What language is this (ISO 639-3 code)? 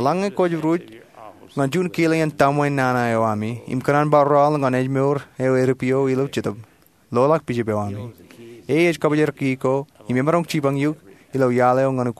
mah